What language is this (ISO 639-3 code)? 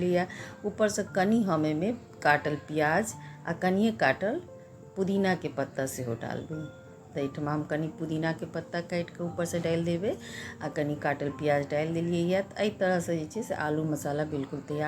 mai